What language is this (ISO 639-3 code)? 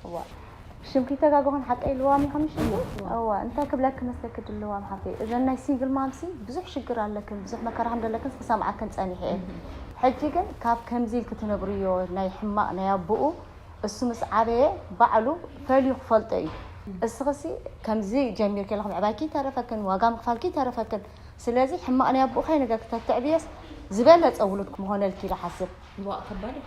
tir